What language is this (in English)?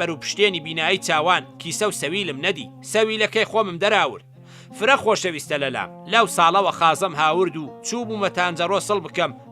Central Kurdish